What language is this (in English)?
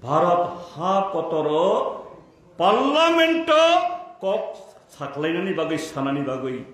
Kok Borok